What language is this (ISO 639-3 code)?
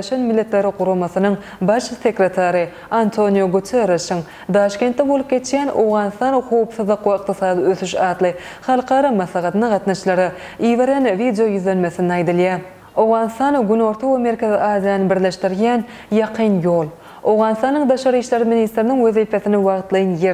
tuk